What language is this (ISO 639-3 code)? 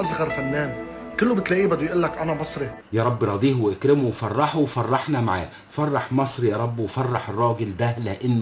arz